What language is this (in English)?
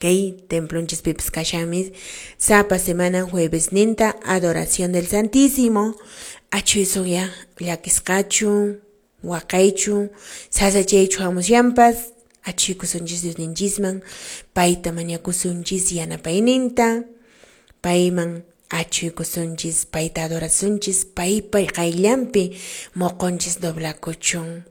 Quechua